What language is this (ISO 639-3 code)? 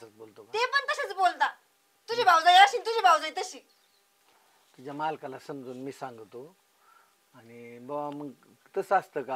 mar